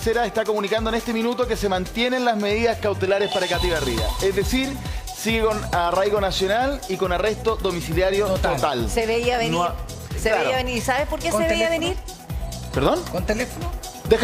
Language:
Spanish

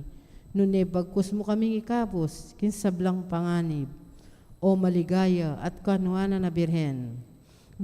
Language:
Pampanga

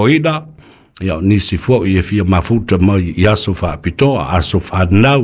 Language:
Samoan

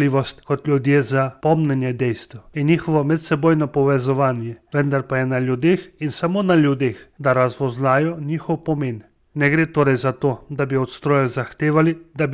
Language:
Slovenian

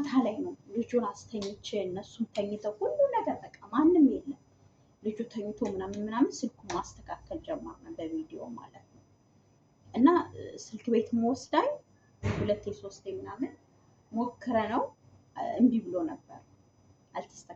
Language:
Amharic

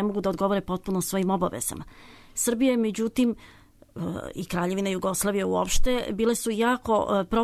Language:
Serbian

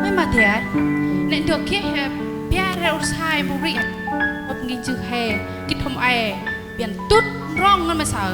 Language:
Central Mnong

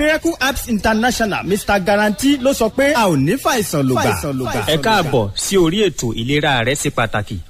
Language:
Yoruba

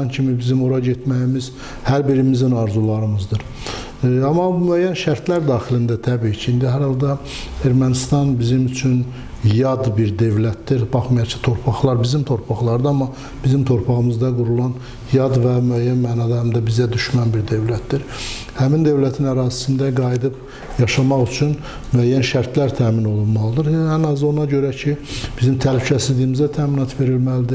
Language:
Azerbaijani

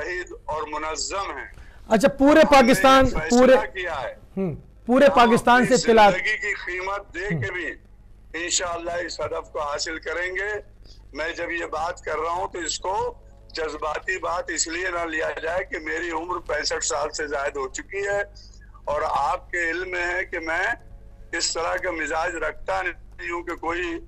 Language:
Urdu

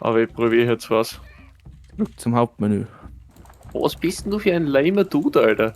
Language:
Bavarian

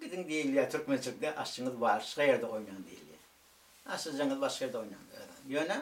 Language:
Turkmen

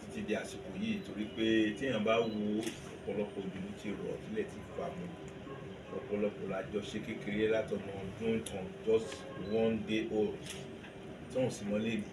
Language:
Yoruba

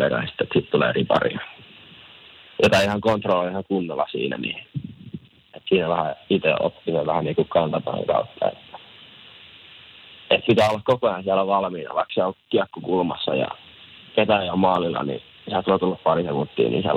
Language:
Finnish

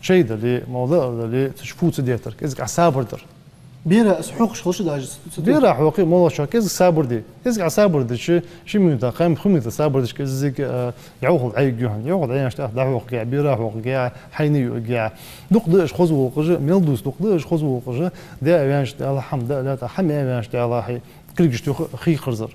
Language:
Ingush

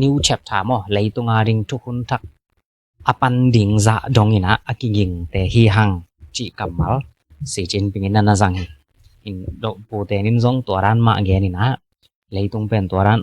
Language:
Tedim Chin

